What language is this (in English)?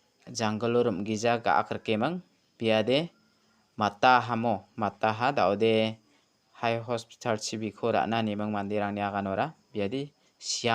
Garo